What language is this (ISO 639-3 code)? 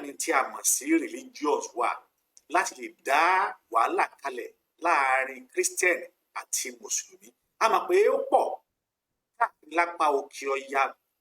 yor